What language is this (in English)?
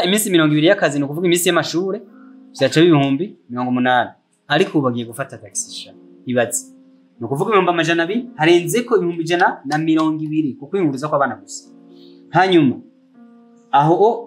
Rundi